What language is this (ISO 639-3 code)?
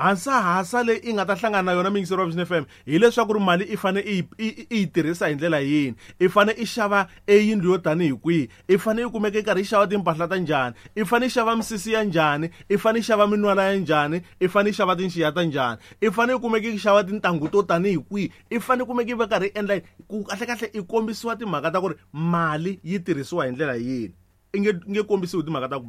tso